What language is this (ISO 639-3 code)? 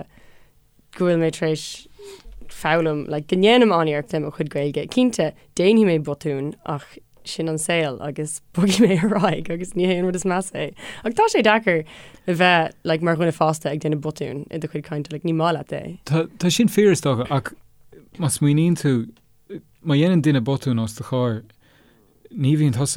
gle